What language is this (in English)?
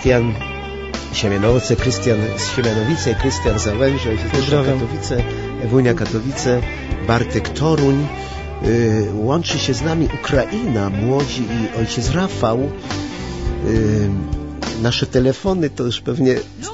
Polish